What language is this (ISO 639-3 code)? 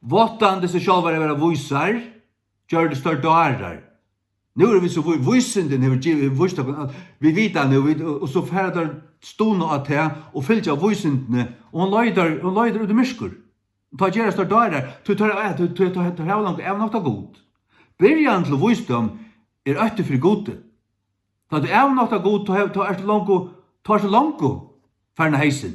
fao